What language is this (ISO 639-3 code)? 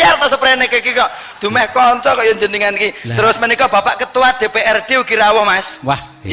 jav